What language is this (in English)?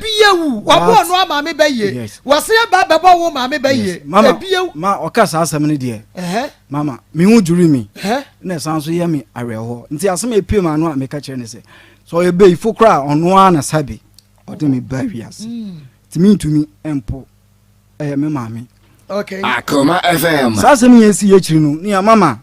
Akan